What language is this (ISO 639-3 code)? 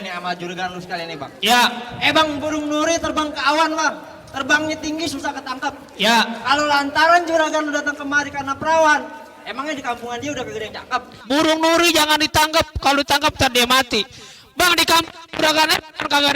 bew